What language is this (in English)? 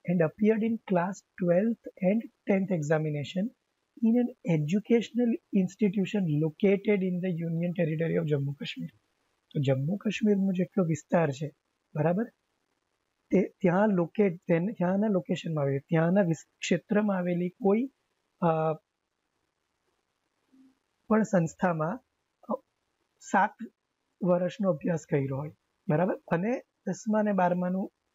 Gujarati